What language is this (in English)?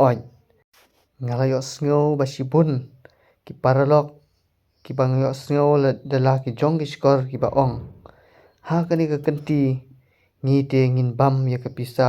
Khasi